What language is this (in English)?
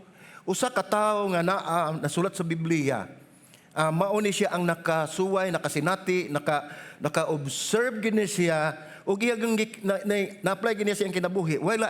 Cebuano